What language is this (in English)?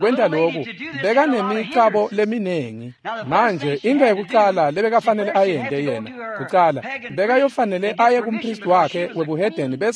Swati